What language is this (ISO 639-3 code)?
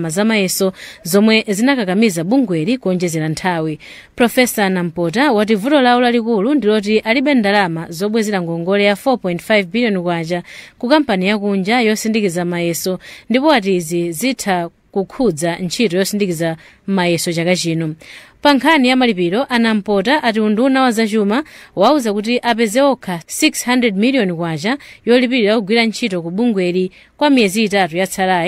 nya